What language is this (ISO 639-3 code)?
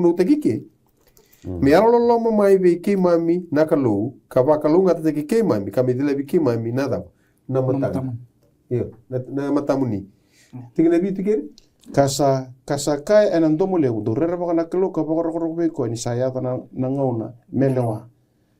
fij